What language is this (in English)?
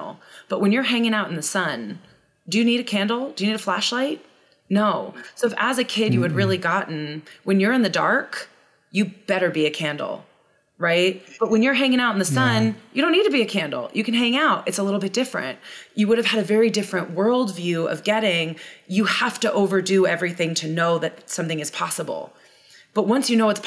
English